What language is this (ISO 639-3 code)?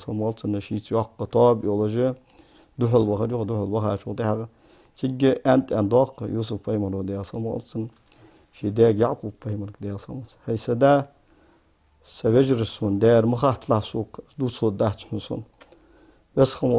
inh